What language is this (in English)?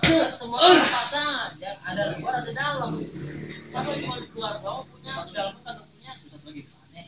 Betawi